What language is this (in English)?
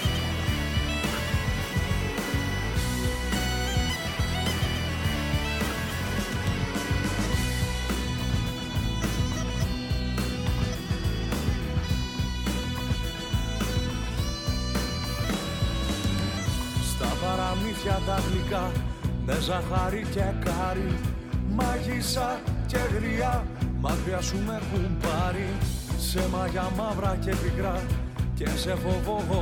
Greek